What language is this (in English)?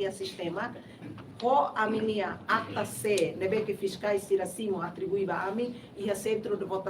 Tetum